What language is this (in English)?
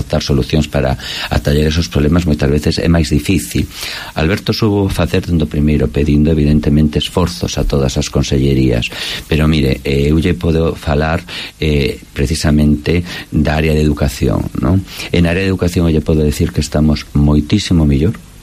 Galician